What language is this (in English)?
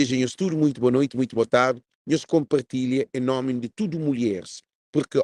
Kabuverdianu